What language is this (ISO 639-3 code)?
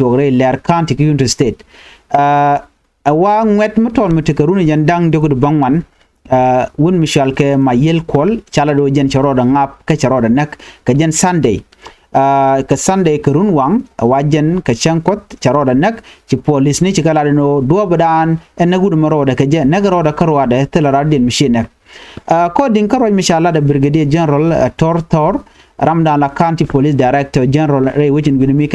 nus